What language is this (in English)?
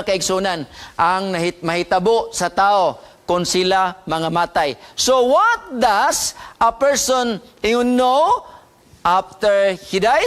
Cebuano